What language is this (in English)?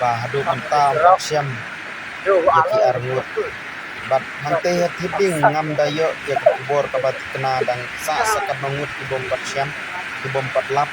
Khasi